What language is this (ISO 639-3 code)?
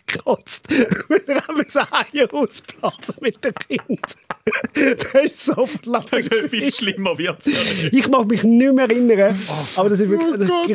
gsw